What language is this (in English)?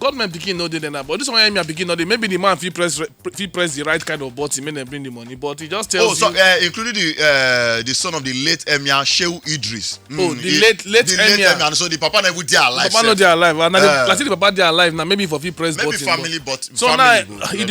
Nigerian Pidgin